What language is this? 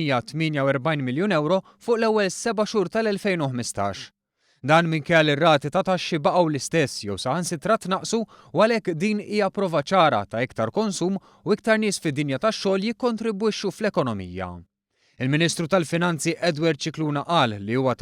Maltese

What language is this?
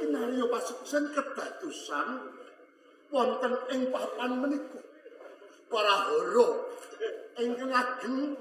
Javanese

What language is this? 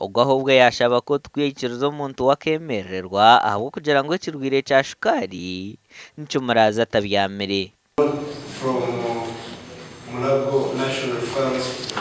Nyankole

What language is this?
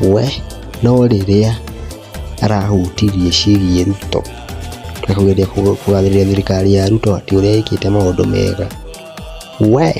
Kikuyu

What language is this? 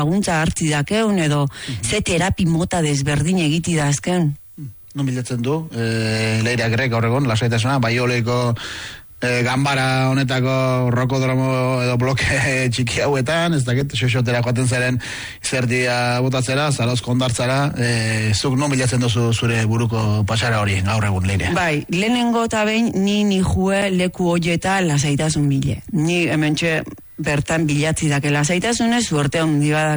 Basque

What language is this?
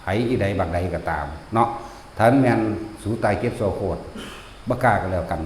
Northeastern Thai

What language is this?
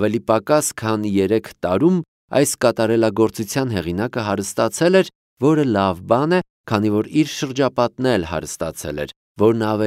Armenian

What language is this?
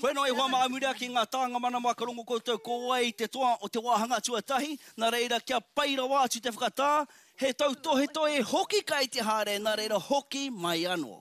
Māori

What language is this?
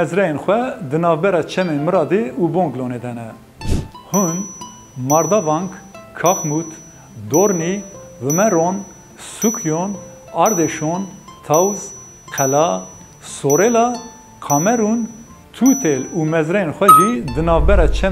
Kurdish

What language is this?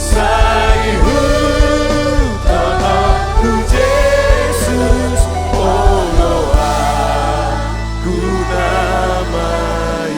Batak Toba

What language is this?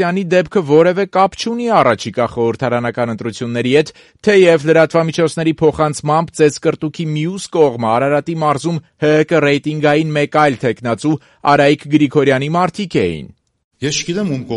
Armenian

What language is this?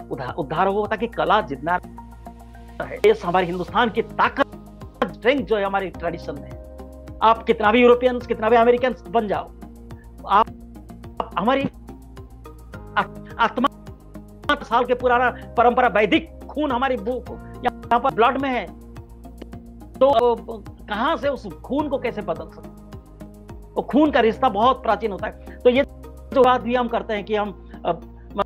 Hindi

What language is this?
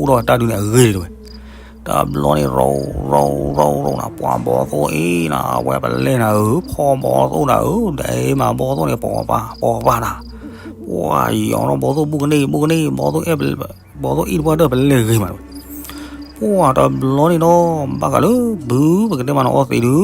S'gaw Karen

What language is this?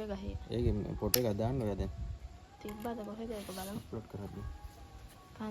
Sinhala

